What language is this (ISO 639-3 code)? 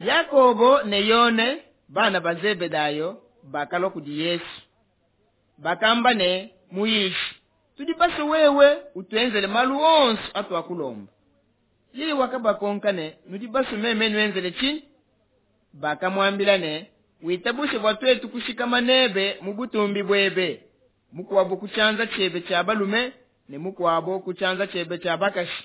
lua